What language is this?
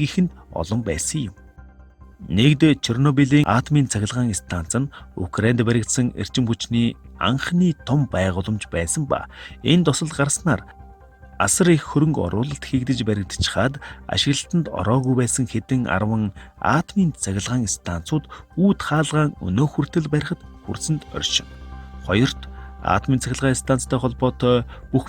Mongolian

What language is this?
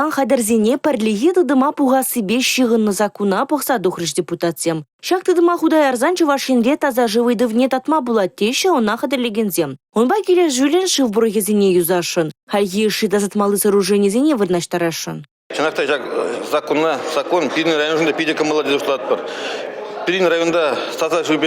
Chuvash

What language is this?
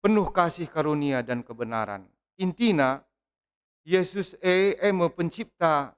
Batak Karo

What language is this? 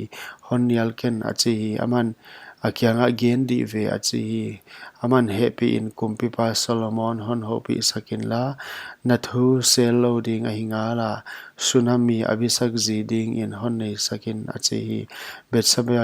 Paite Chin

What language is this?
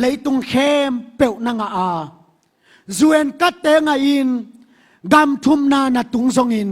Tedim Chin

